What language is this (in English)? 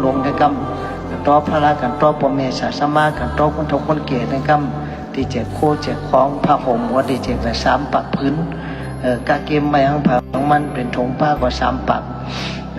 Shan